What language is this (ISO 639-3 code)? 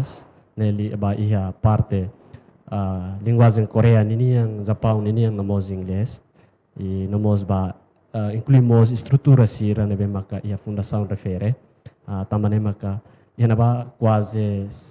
tet